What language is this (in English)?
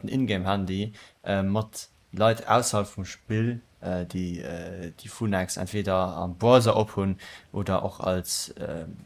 Luxembourgish